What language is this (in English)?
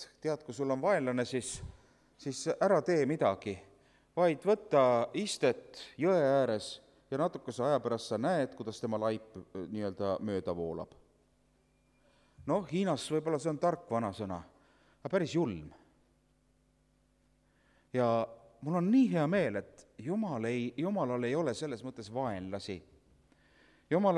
Estonian